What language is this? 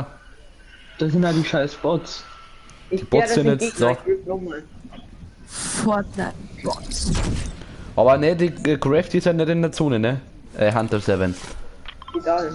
Bavarian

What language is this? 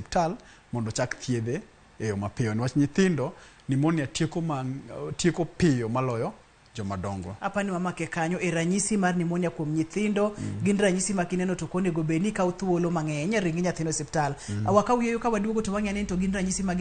Luo (Kenya and Tanzania)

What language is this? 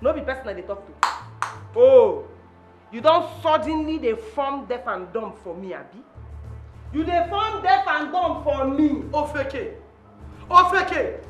Nigerian Pidgin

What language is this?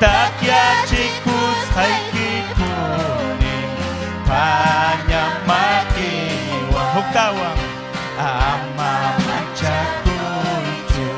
Ayacucho Quechua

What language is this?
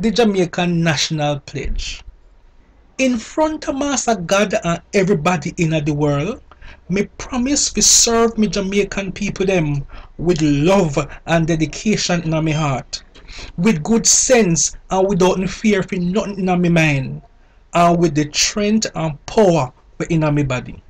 Jamaican Creole English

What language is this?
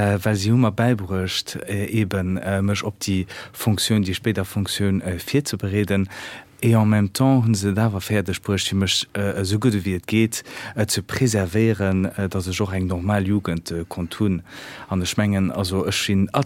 Luxembourgish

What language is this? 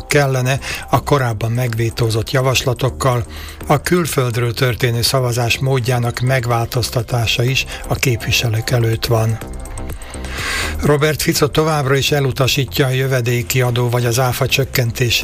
Hungarian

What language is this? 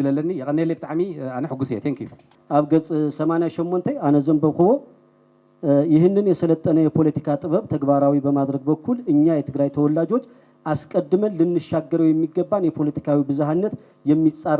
Tigrinya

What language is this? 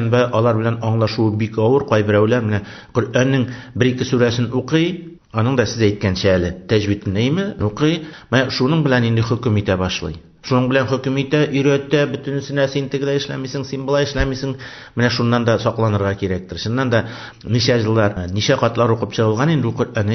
Tatar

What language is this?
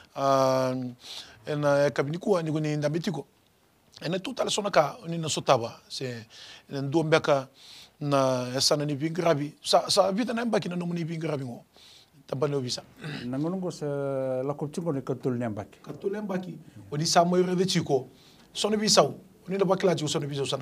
Fijian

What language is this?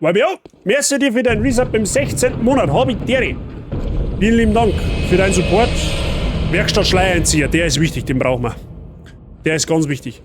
Bavarian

